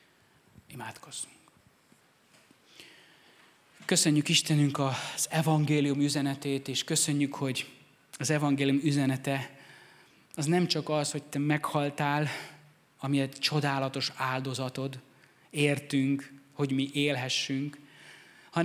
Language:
Hungarian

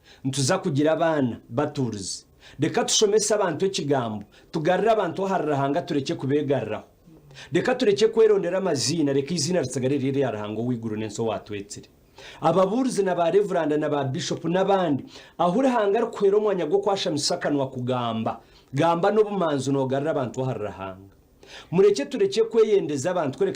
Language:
Nyankole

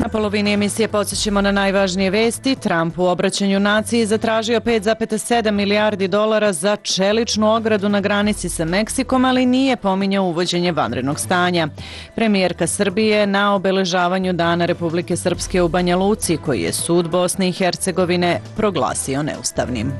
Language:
Serbian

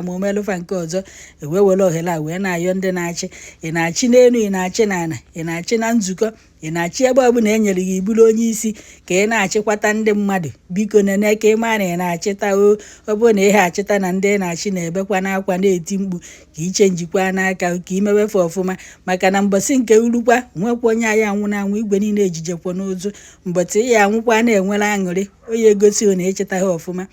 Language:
Igbo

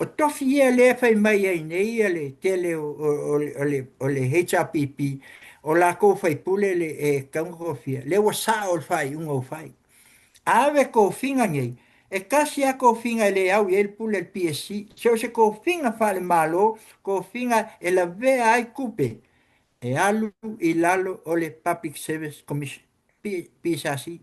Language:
Samoan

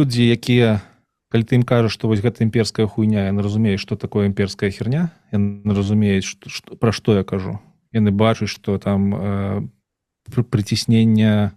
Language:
Belarusian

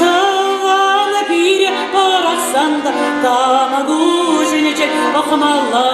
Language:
Chuvash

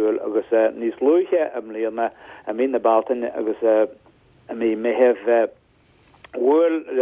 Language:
Irish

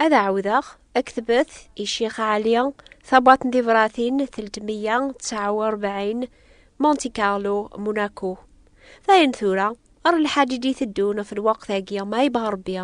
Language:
Kabyle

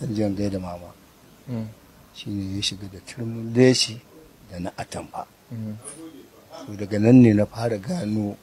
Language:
Hausa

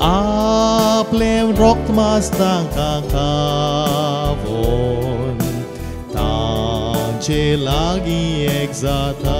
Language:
Konkani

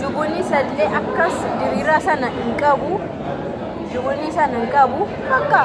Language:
Oromo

